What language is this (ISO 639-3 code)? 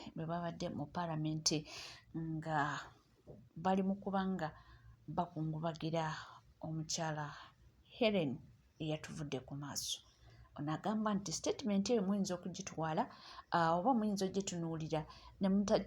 lug